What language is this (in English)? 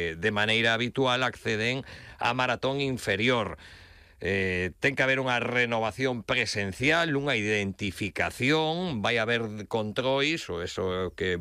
Galician